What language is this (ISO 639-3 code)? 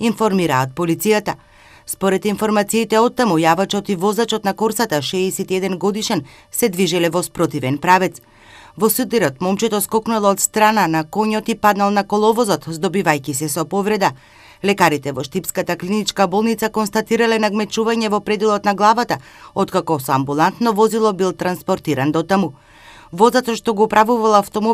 mkd